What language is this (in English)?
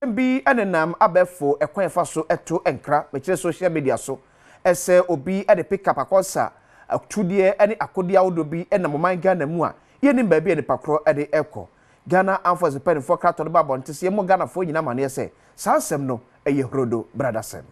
Akan